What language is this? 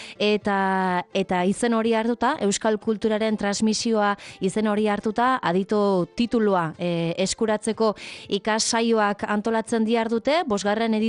Basque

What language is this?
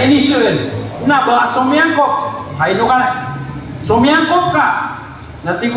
Maranao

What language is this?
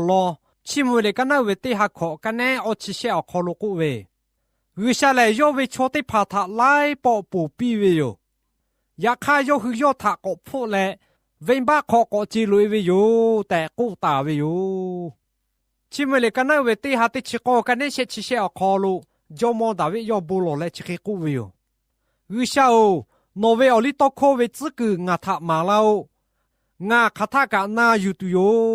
Lahu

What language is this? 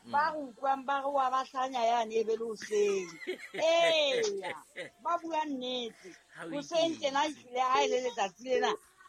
Southern Sotho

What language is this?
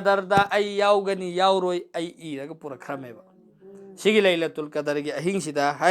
Manipuri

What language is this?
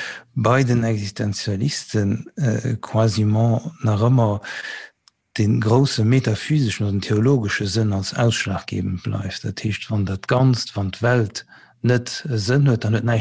Luxembourgish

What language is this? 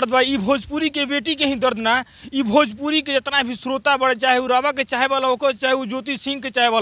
Bhojpuri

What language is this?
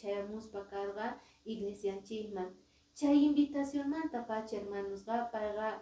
Quechua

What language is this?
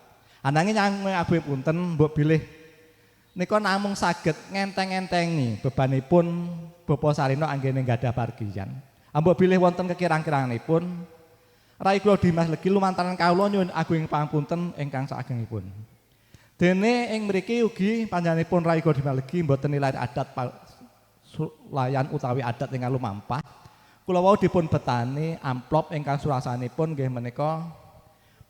Javanese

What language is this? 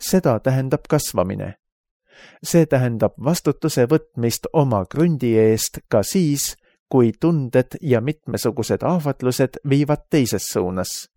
Estonian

